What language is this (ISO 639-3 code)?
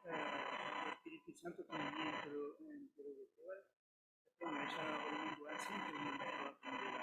grn